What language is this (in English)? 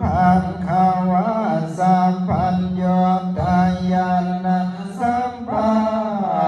Pali